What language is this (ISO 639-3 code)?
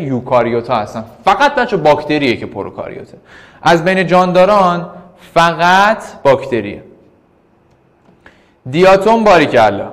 fas